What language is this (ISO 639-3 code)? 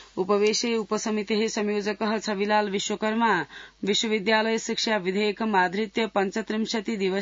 san